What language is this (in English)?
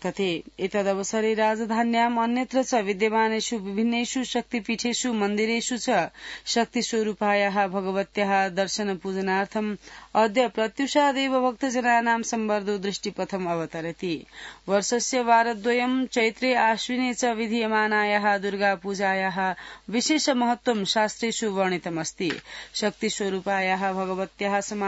Sanskrit